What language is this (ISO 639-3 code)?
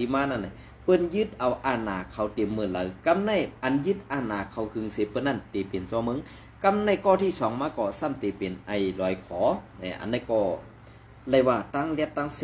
shn